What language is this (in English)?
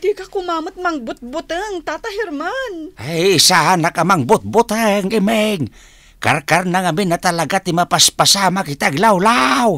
Iloko